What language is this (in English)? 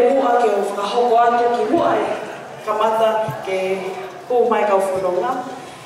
Tongan